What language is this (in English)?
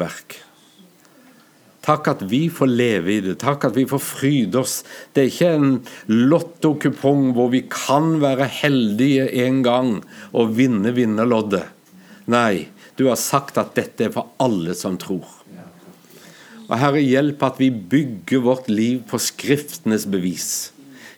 Norwegian